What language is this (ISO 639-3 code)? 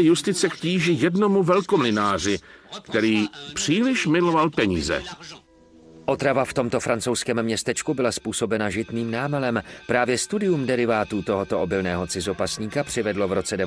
ces